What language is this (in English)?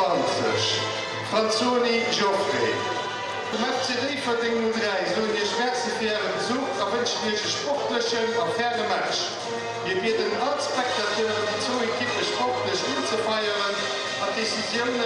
Luxembourgish